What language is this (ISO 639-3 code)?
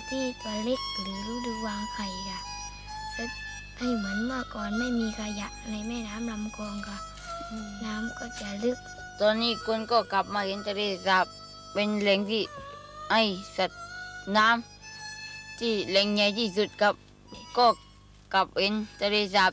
tha